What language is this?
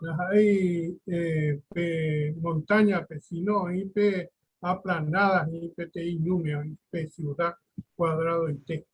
Guarani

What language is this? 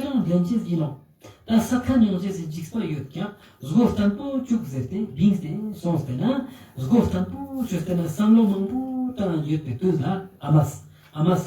Ladakhi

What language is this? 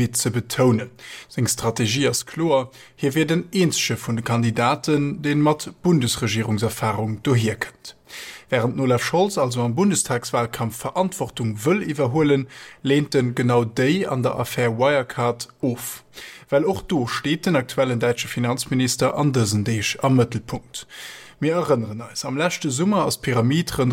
Luxembourgish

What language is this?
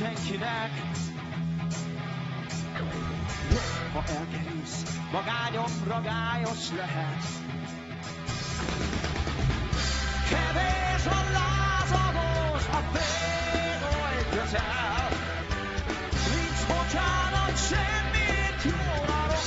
Hungarian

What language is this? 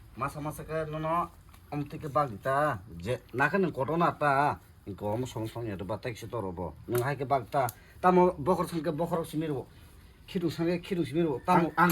Kok Borok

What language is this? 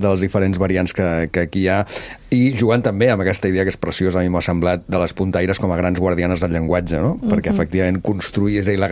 Catalan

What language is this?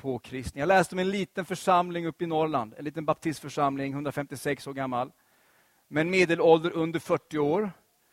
Swedish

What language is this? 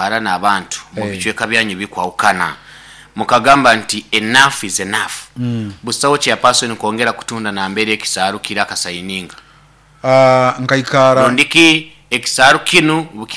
Nyoro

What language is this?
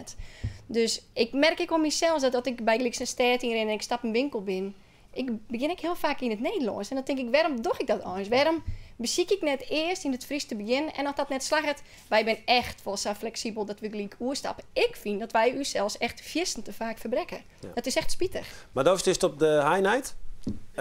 Western Frisian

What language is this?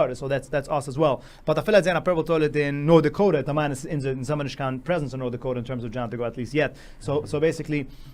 Yiddish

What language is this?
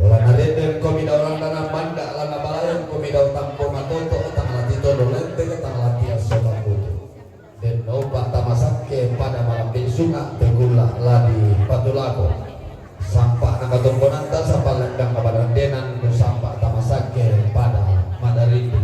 Toraja-Sa'dan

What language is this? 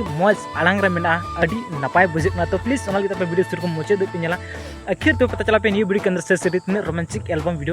Santali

